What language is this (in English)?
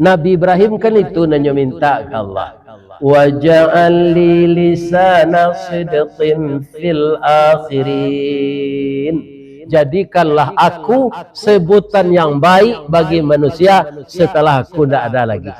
Minangkabau